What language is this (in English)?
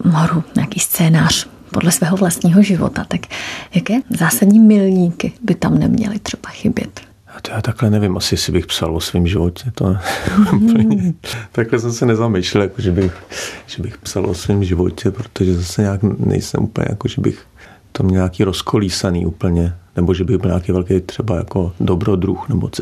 Czech